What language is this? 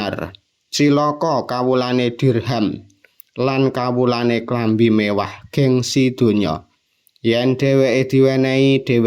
Javanese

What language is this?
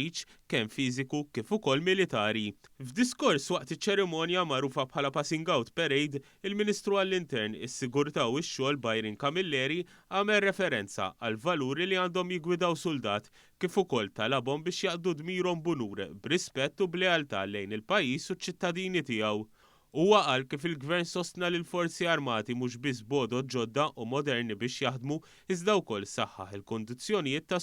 Maltese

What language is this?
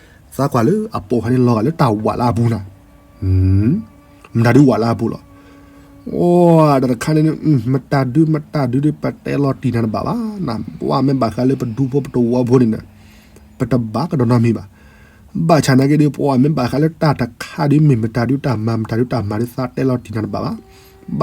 S'gaw Karen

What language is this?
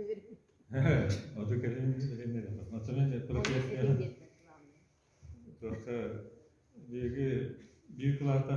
Yakut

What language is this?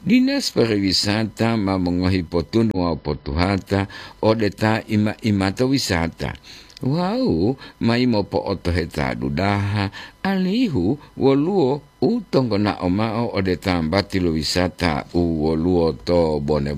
Gorontalo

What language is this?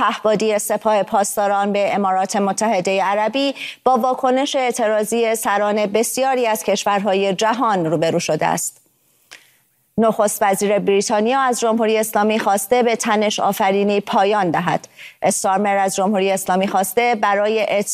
Persian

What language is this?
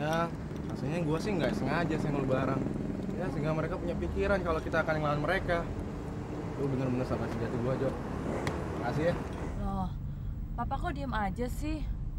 Indonesian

